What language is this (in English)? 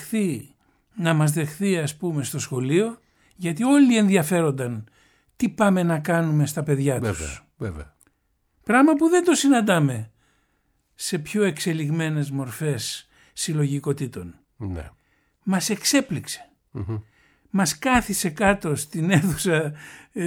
Greek